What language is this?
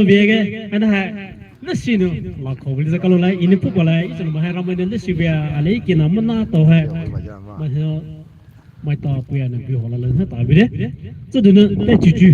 Poumei Naga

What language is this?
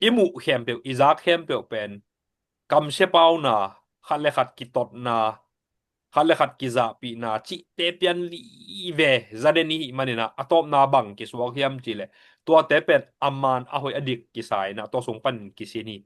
Tedim Chin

